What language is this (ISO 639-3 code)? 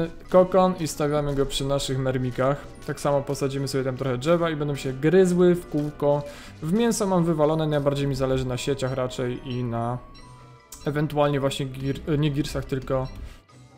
pol